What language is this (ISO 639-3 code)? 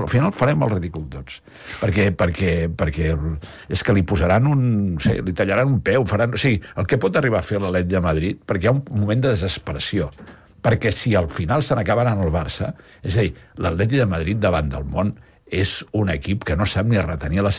cat